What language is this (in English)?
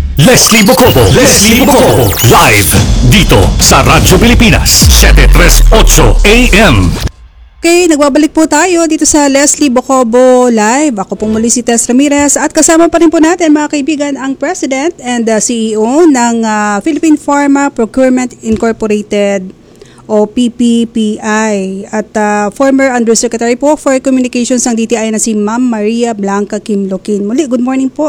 Filipino